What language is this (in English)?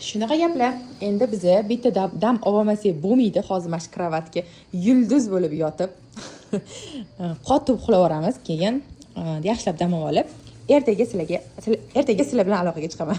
Uzbek